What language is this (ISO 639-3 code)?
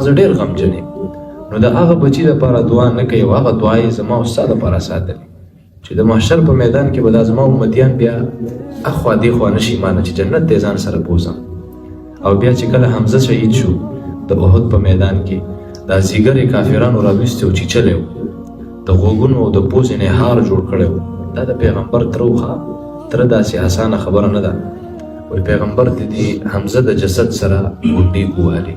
pus